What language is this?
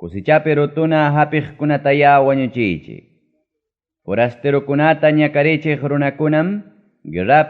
Ayacucho Quechua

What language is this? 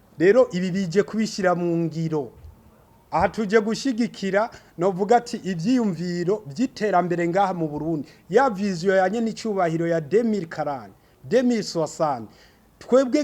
Rundi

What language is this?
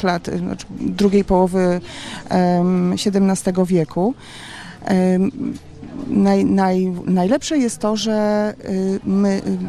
Polish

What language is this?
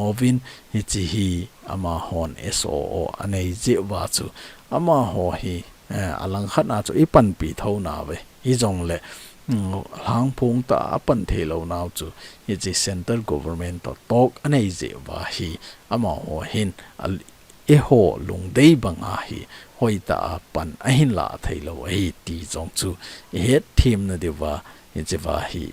Thado Chin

